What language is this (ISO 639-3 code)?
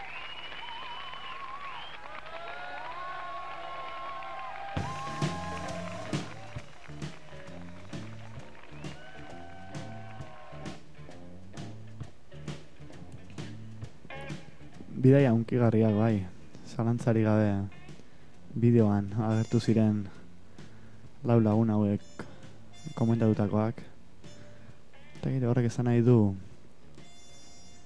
eus